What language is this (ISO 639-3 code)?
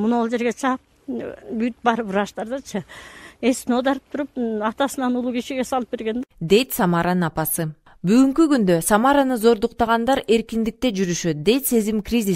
kir